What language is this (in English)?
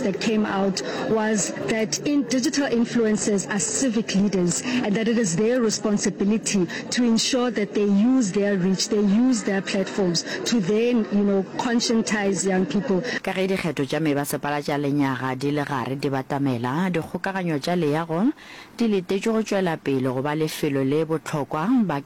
Northern Sotho